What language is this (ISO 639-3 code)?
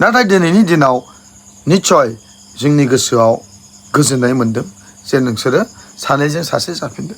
brx